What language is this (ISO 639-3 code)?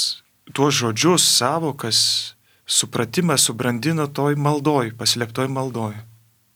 lit